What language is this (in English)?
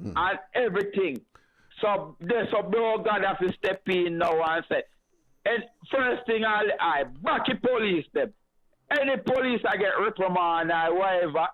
Jamaican Creole English